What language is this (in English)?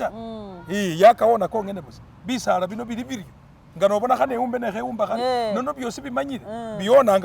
Masaaba